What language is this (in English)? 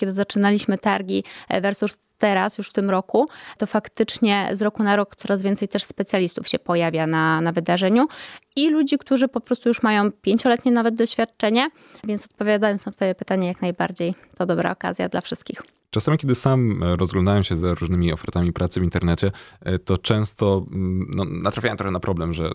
Polish